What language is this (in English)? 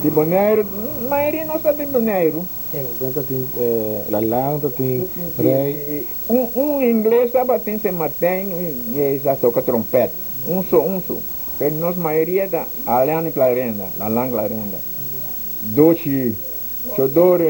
Papiamento